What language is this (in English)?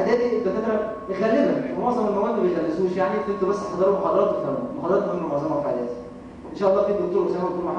Egyptian Arabic